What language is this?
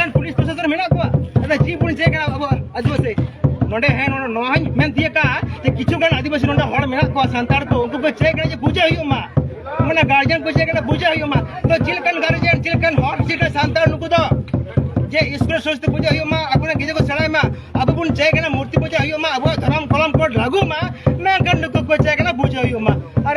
Santali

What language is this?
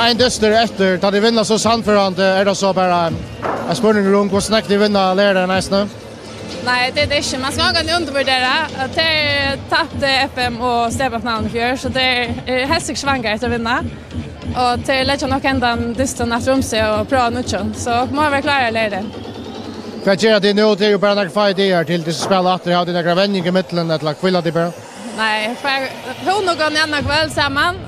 Faroese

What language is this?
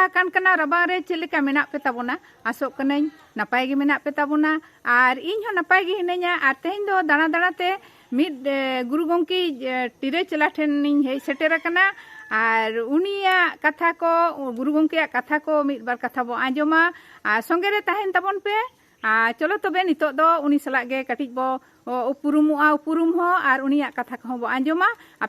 Santali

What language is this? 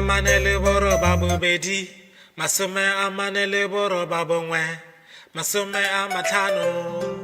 Tswana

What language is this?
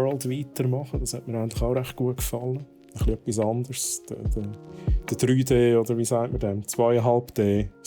Swiss German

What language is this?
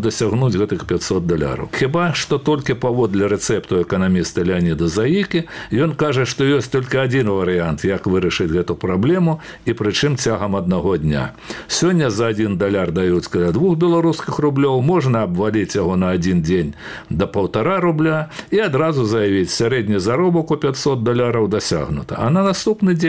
Belarusian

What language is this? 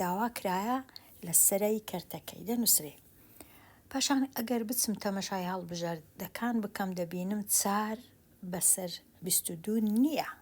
Central Kurdish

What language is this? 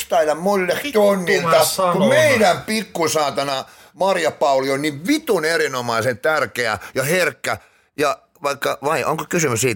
Finnish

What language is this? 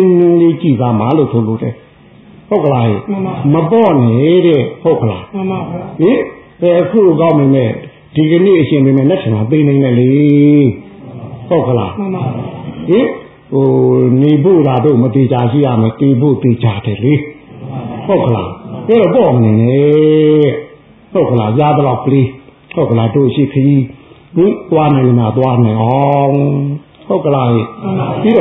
Burmese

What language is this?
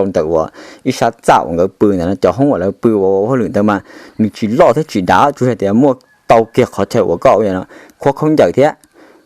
Hmong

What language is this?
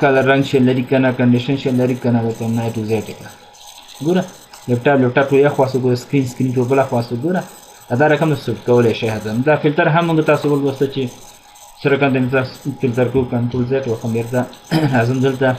Pashto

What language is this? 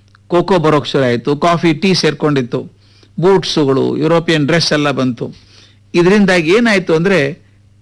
Kannada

